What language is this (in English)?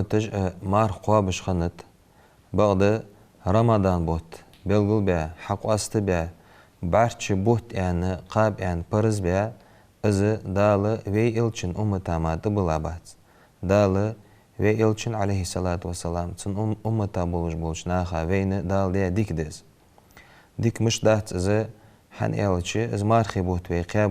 Ingush